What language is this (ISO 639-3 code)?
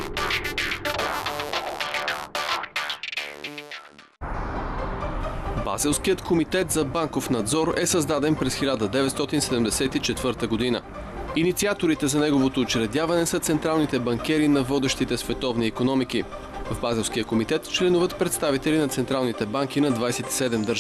bul